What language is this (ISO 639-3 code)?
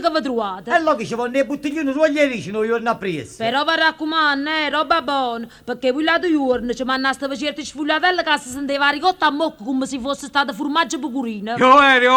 nap